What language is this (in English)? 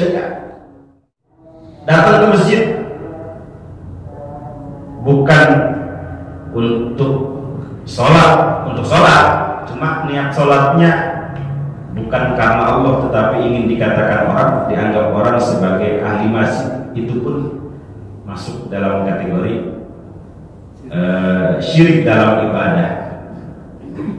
Indonesian